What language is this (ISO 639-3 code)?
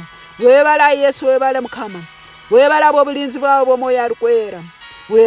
ttj